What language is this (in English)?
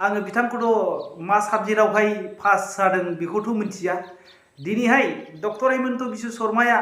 Bodo